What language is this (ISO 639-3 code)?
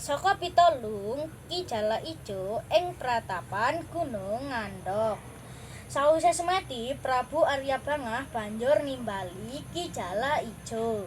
jav